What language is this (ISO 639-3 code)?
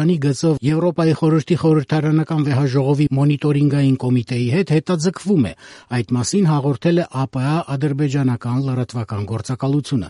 hye